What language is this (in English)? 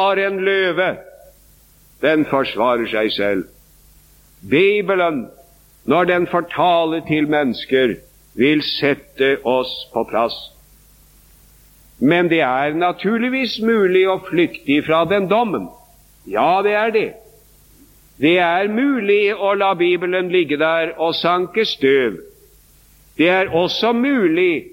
Norwegian